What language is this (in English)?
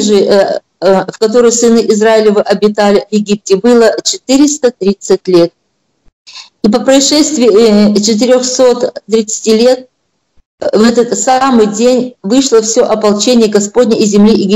Russian